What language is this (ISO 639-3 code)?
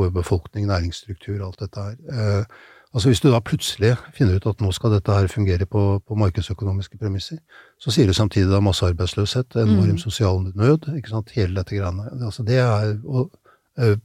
nor